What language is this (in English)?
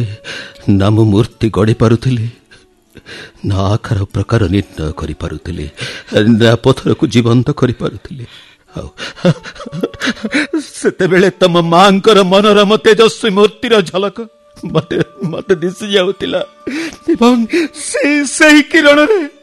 Odia